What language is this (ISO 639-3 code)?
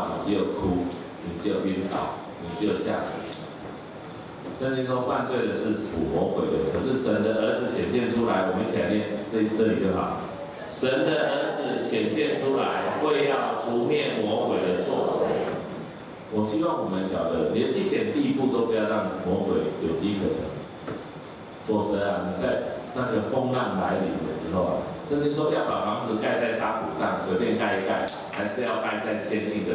zho